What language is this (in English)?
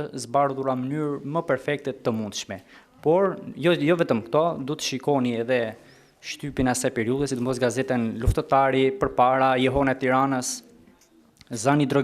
Albanian